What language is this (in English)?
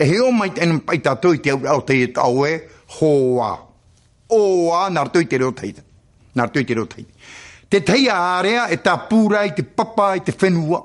Tahitian